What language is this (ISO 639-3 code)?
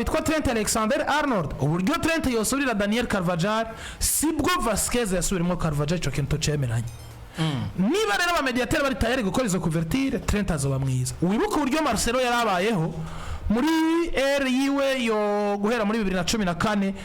run